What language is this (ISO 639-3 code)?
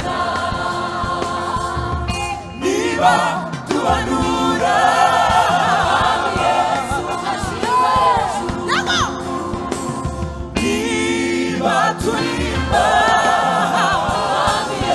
kin